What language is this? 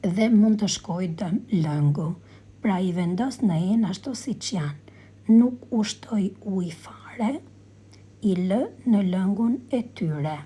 Albanian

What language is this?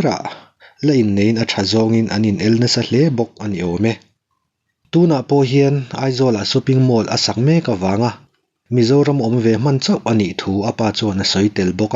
Mizo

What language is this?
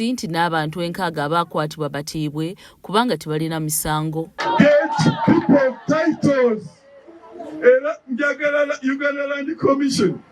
Ganda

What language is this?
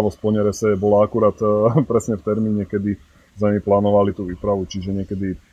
Slovak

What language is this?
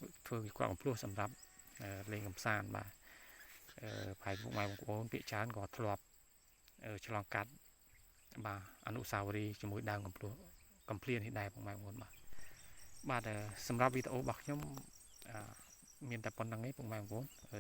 Khmer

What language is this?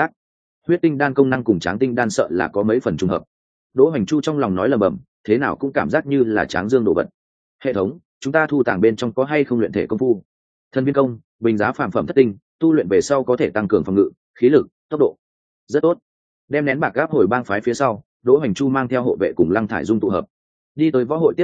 Vietnamese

